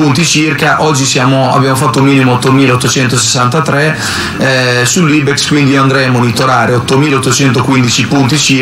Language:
Italian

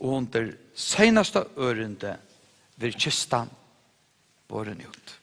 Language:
Faroese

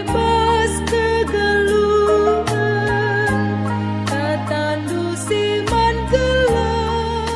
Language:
Batak Karo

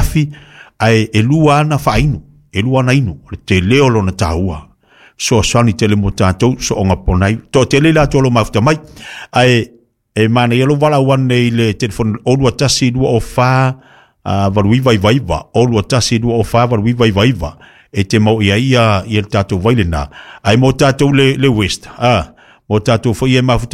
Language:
Samoan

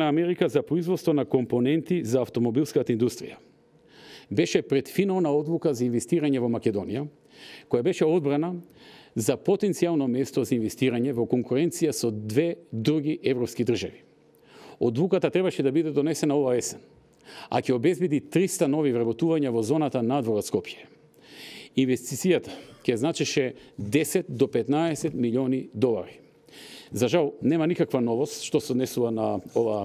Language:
Macedonian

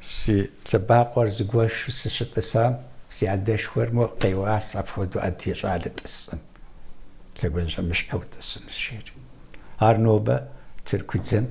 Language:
Kabardian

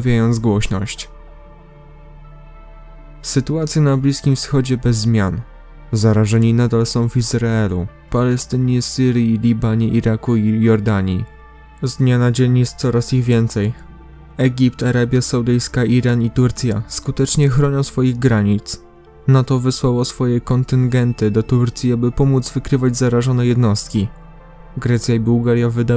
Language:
Polish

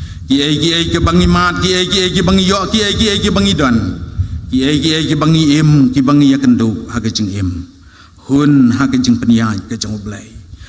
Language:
Khasi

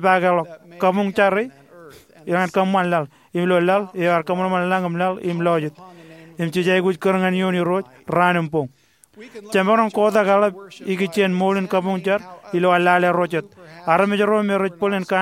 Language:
Marshallese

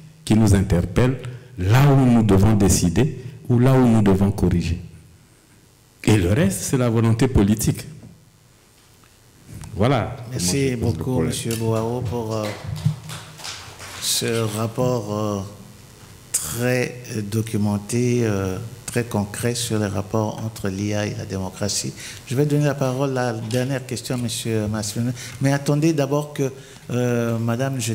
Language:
French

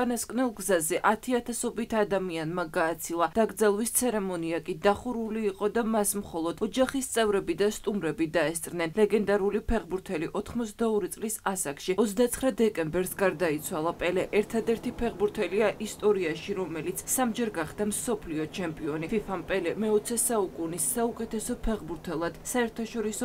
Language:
Georgian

